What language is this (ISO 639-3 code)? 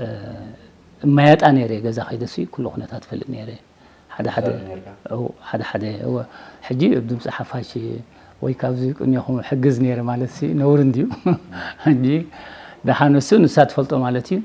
tir